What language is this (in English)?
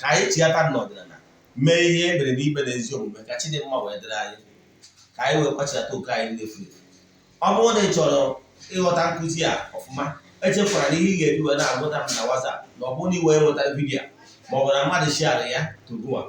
Igbo